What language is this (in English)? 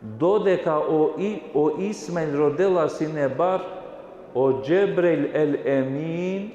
Balkan Romani